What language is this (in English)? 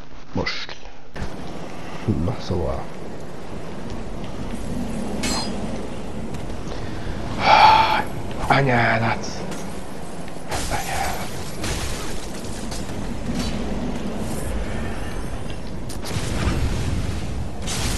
Hungarian